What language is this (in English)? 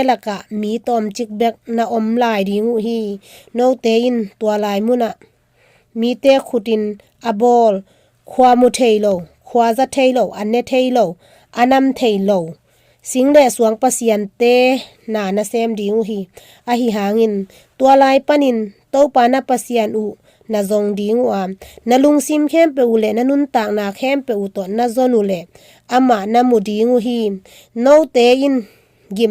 Tedim Chin